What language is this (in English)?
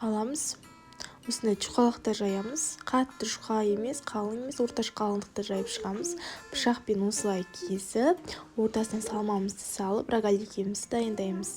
Kazakh